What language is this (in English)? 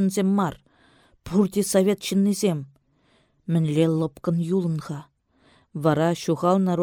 Chuvash